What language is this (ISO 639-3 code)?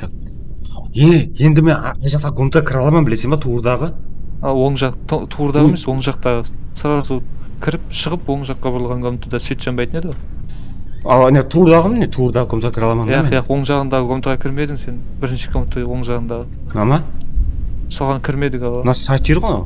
kaa